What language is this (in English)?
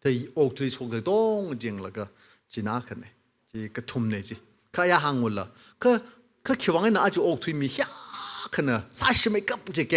Tangkhul Naga (India)